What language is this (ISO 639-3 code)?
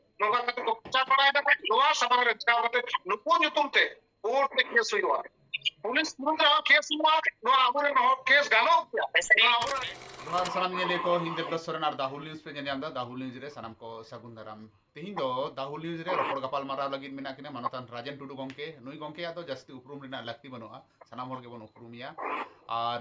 sat